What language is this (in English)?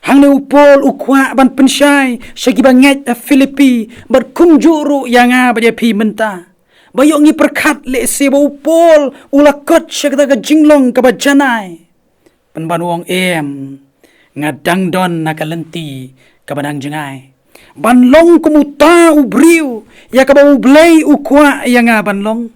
Khasi